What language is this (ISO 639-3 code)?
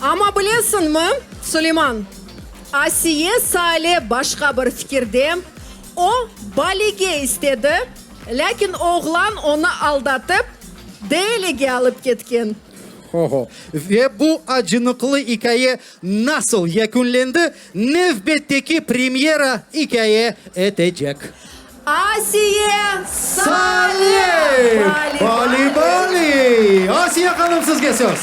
crh